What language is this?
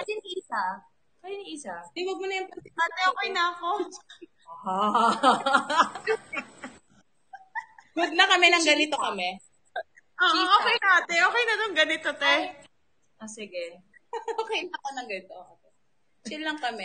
Filipino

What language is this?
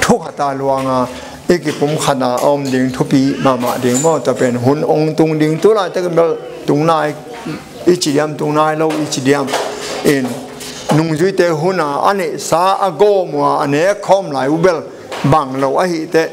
Tedim Chin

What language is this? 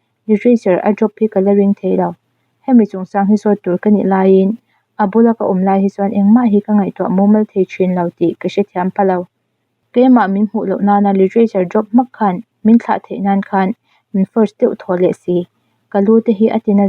Mizo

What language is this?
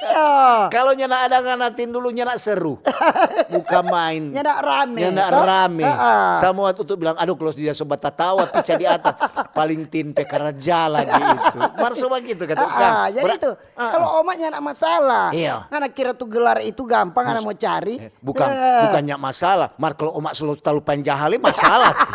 Manado Malay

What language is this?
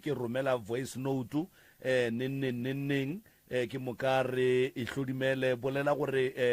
Northern Sotho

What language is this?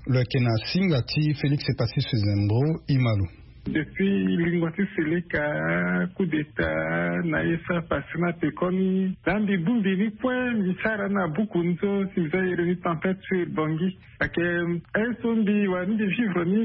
Sango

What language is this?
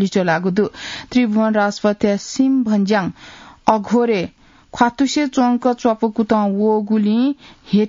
Newari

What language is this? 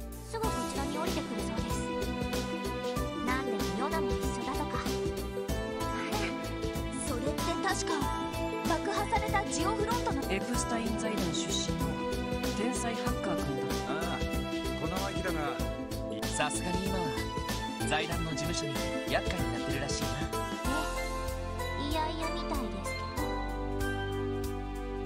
Japanese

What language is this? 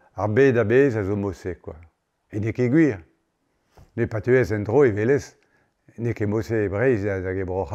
Breton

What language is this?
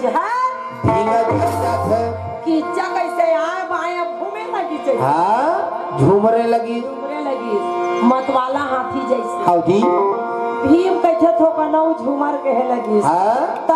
Chhattisgarhi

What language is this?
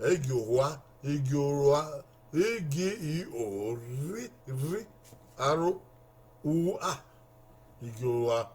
Bini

